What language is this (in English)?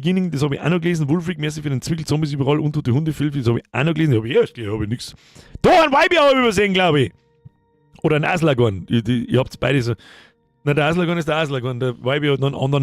Bavarian